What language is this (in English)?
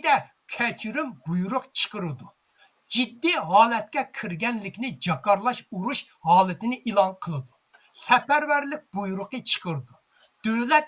Uyghur